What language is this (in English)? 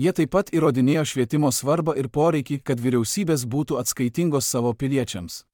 Lithuanian